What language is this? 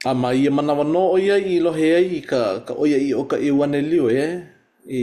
Hawaiian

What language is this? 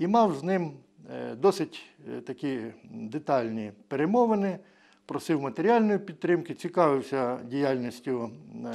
Ukrainian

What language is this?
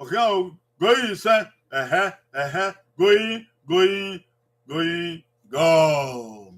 Bini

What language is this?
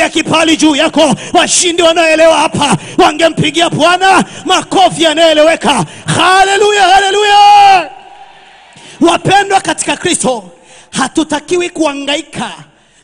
Swahili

